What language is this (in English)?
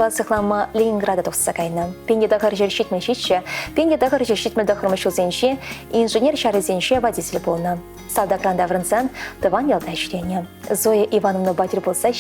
Chuvash